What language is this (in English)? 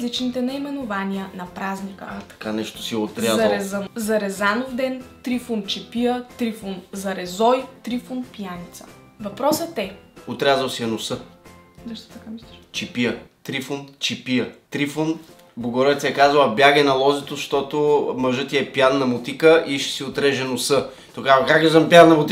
Bulgarian